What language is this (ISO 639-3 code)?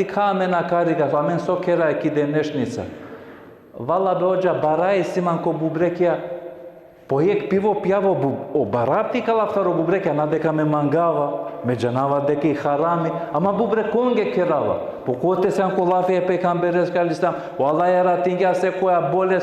rmn